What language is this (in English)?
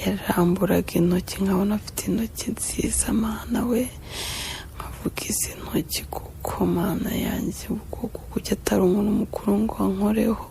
Kinyarwanda